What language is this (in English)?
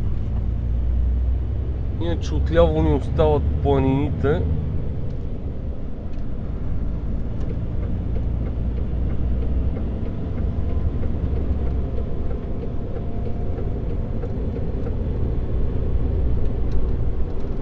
Bulgarian